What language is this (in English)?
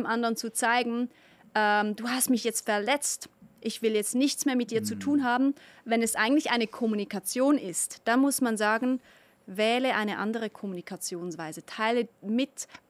Swiss German